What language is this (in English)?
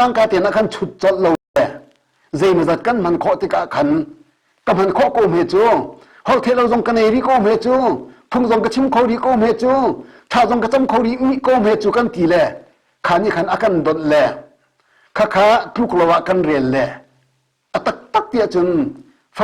Hakha Chin